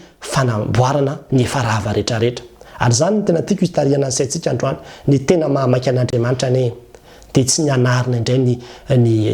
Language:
Malagasy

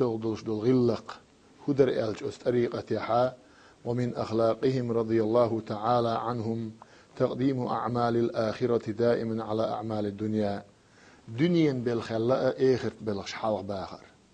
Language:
Chechen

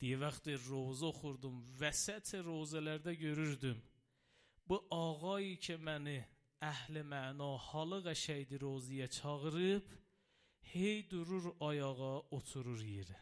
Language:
Azerbaijani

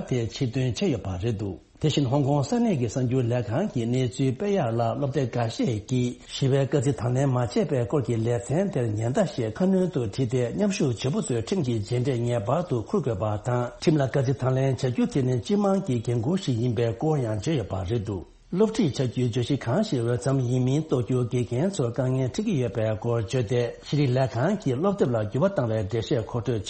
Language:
Tibetan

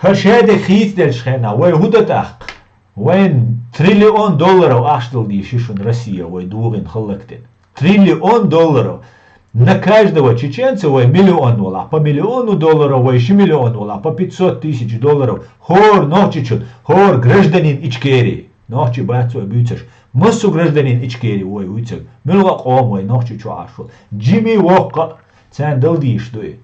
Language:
Chechen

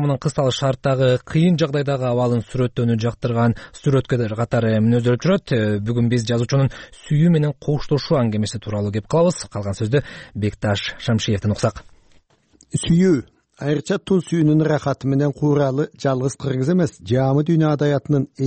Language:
Kyrgyz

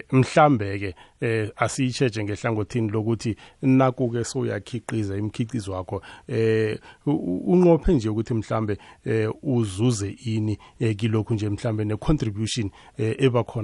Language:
South Ndebele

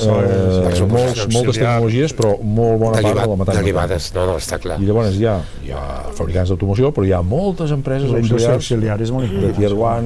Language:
Catalan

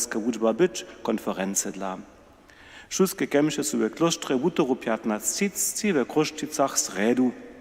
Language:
Upper Sorbian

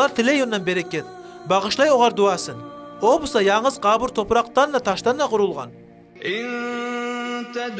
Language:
Kumyk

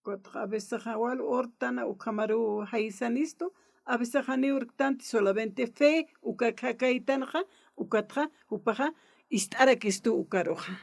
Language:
Aymara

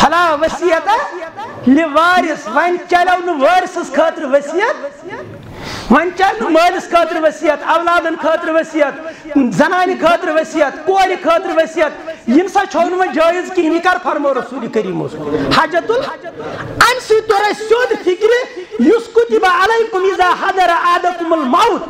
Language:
Kashmiri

